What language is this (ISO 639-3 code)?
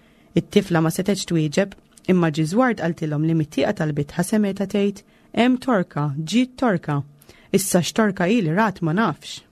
mlt